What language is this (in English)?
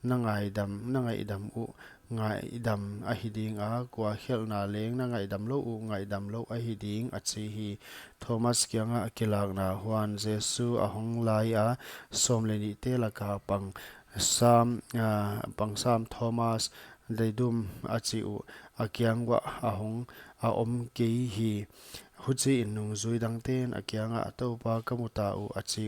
Paite Chin